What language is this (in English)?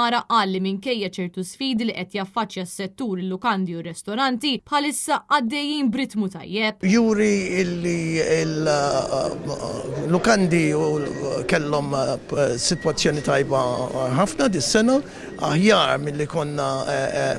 Maltese